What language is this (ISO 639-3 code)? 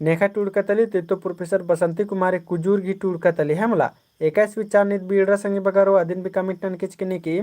kru